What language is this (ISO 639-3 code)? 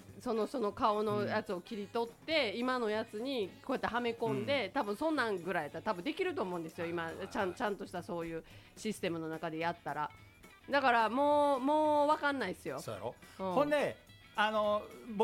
jpn